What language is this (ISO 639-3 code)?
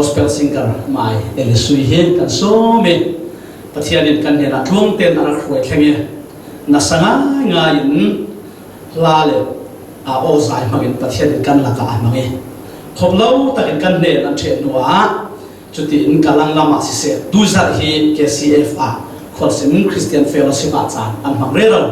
cfm